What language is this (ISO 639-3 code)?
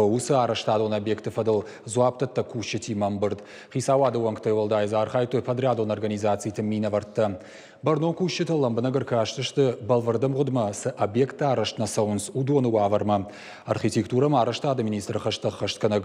oss